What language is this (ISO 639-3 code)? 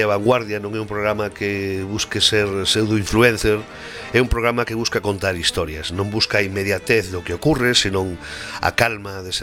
glg